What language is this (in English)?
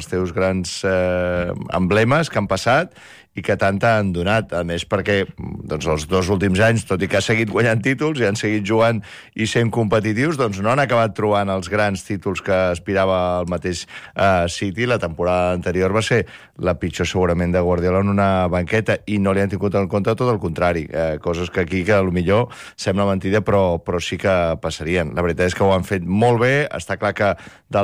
Catalan